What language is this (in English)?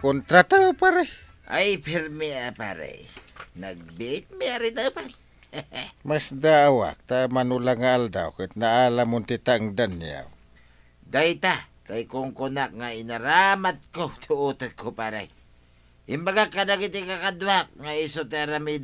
Iloko